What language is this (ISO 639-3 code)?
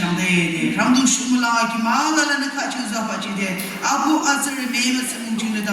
yim